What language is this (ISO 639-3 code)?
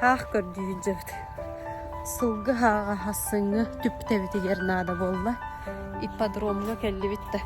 sah